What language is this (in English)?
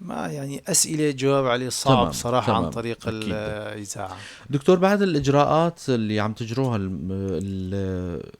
North Levantine Arabic